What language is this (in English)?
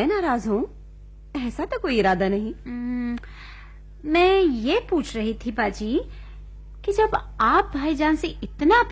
Urdu